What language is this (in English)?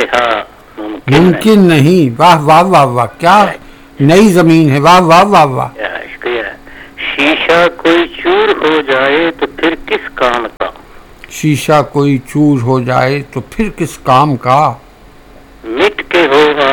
Urdu